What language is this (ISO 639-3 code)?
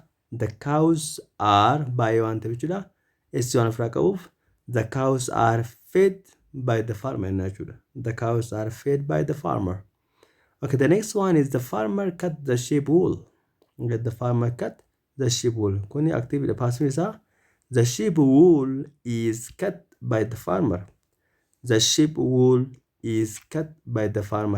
orm